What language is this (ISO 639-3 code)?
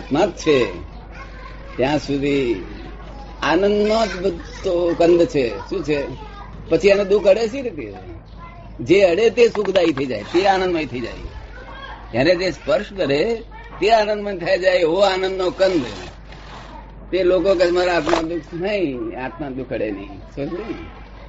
guj